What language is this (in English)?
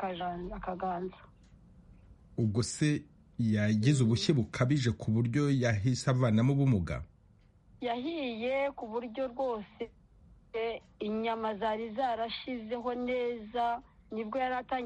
Kinyarwanda